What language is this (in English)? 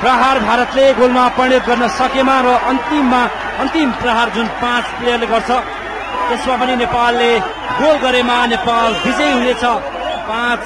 Nepali